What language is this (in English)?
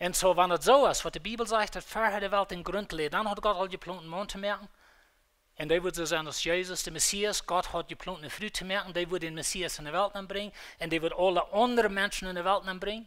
Plautdietsch